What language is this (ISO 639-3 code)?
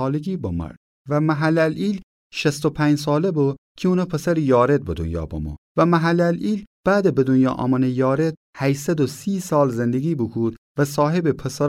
glk